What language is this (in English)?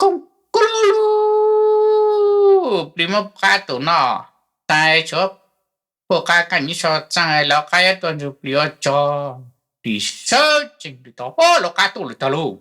Hmong